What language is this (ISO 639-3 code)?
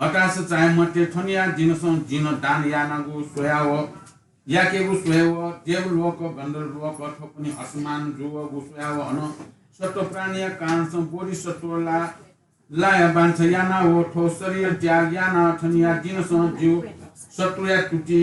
new